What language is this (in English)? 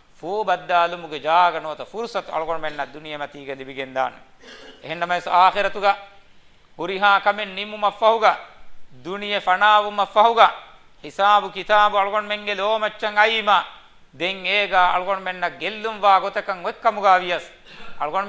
Divehi